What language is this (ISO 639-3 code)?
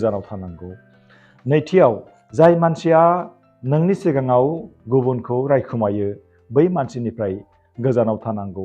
brx